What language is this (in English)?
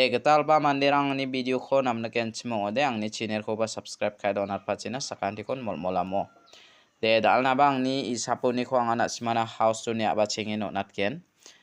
Garo